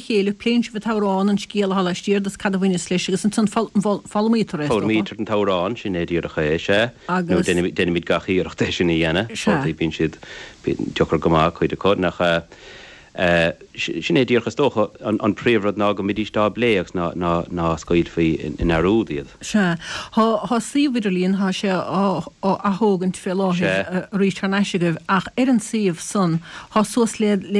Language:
Irish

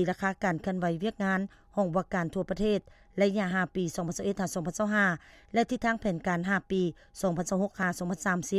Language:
Lao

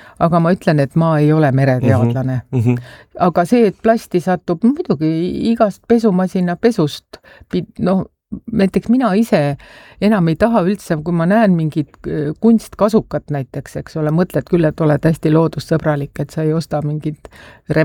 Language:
Estonian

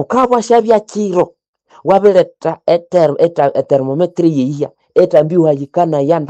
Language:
Nande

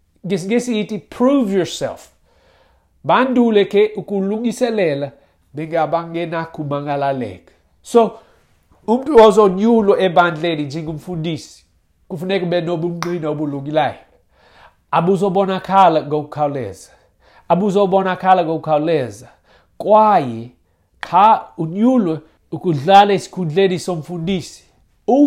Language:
Xhosa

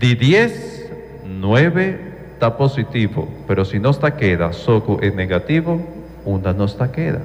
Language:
Papiamento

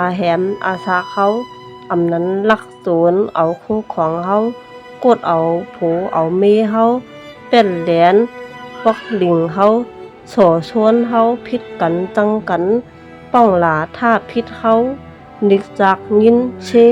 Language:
Shan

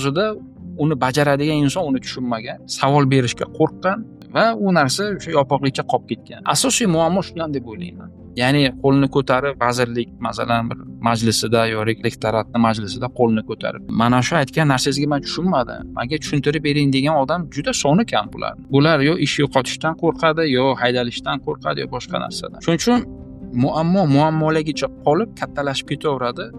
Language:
Uzbek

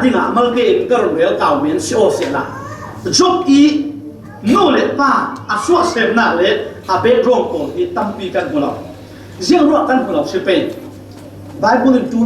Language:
Falam Chin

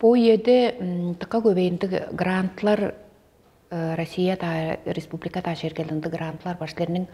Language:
Tuvinian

